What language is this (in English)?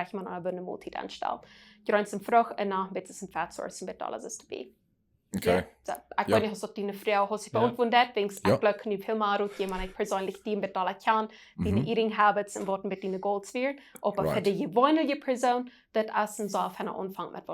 Plautdietsch